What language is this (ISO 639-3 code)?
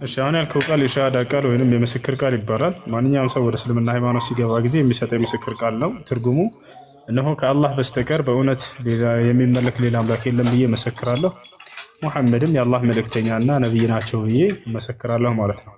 amh